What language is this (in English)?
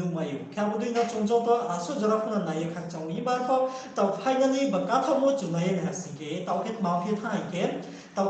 Riang (India)